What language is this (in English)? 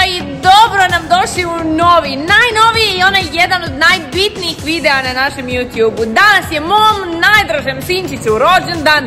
Croatian